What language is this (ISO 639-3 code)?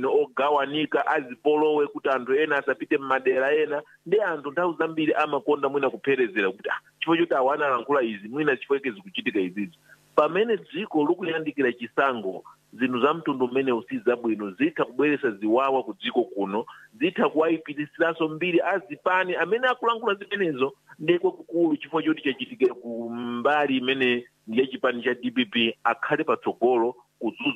nya